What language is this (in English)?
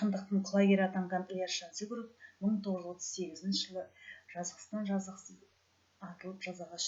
Kazakh